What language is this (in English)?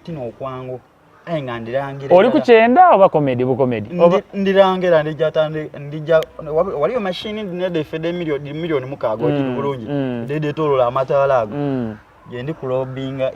Soga